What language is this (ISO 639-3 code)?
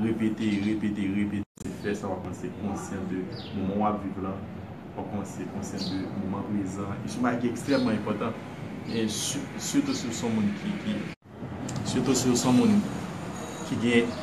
hat